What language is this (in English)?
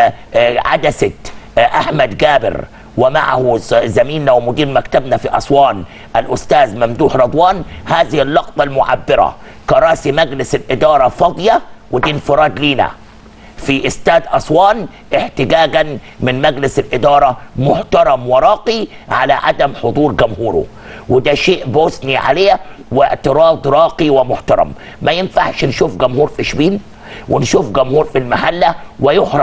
Egyptian Arabic